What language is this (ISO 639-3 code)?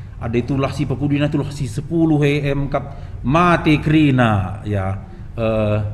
btx